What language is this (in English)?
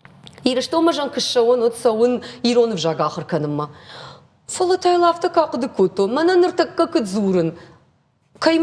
Ossetic